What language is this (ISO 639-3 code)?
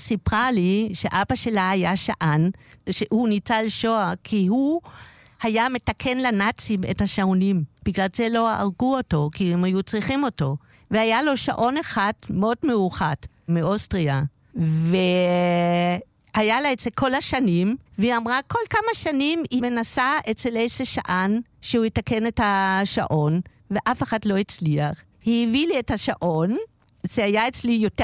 heb